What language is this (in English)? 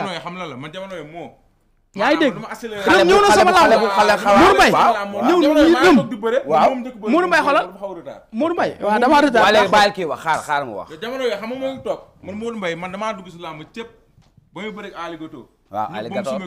Wolof